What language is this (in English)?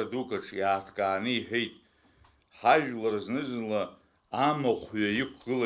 Abkhazian